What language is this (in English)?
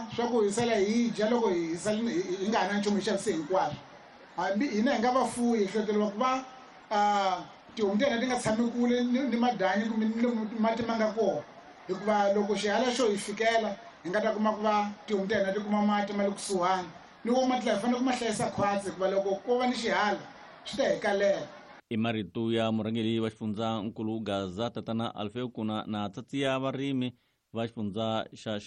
Tsonga